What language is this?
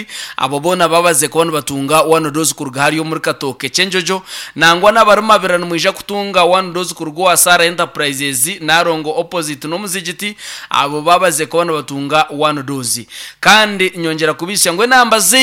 Nyankole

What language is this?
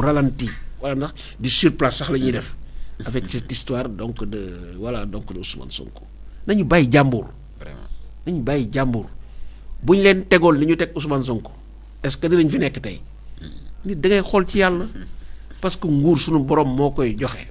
Wolof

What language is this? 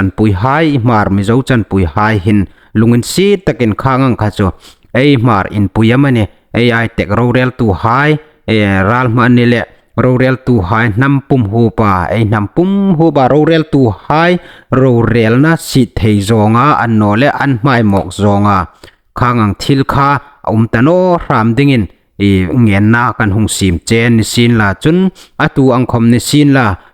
Hmar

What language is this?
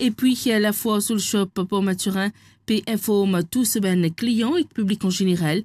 Morisyen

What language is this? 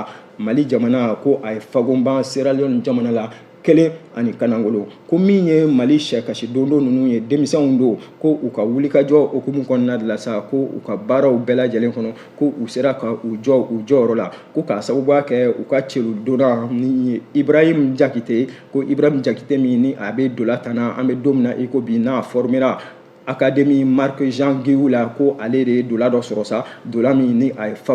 Bambara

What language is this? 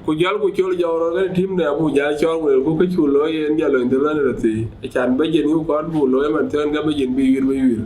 Dinka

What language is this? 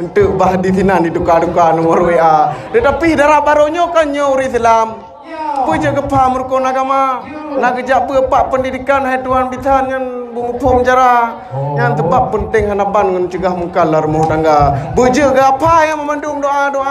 Achinese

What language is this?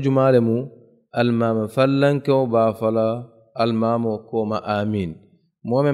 Mandingo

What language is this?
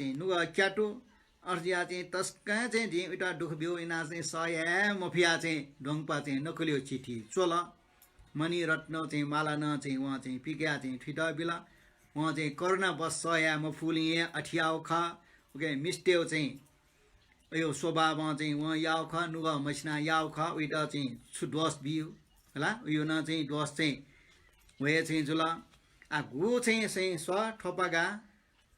Newari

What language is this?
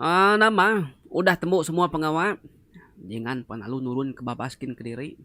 Iban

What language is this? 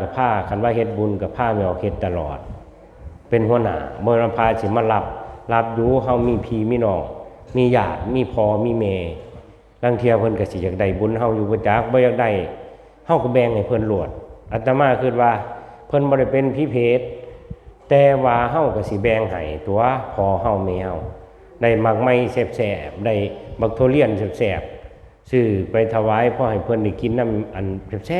Northeastern Thai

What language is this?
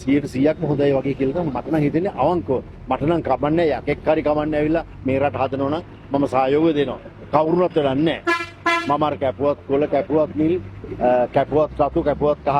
Sinhala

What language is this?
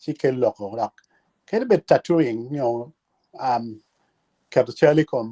Acoli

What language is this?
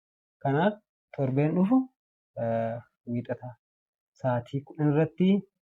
Oromo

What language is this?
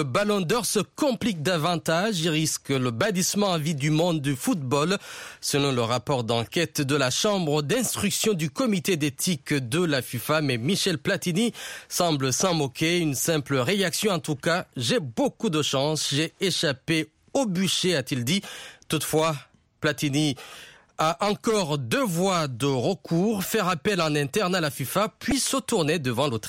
French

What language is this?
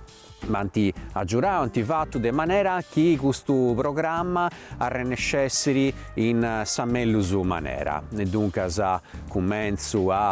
Sardinian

